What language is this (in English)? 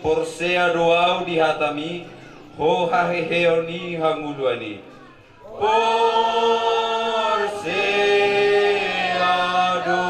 Batak Toba